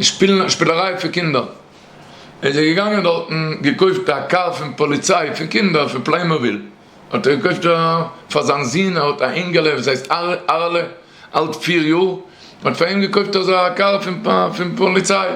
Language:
Yiddish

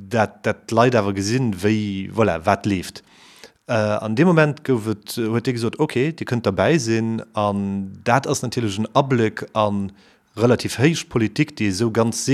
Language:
Luxembourgish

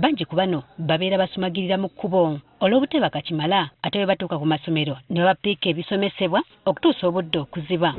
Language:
Ganda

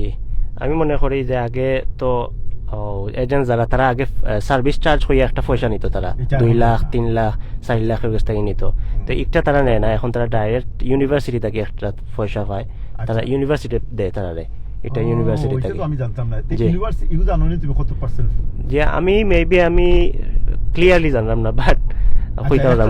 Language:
Sylheti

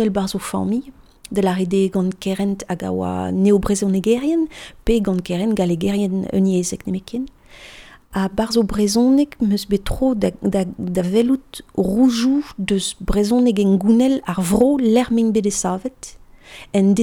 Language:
Breton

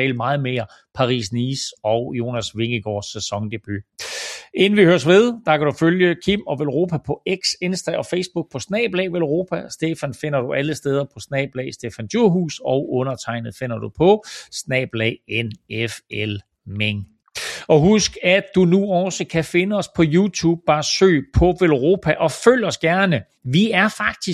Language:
Danish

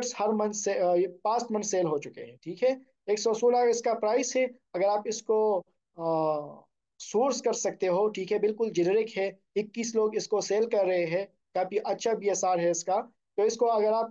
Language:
Hindi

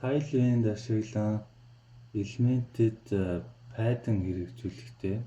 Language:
Mongolian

